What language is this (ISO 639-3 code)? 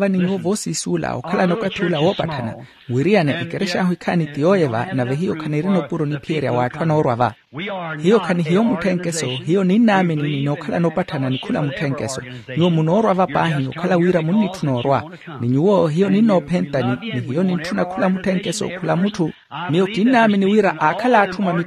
vmw